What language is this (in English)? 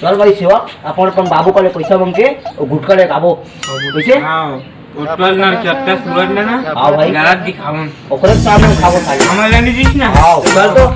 Chhattisgarhi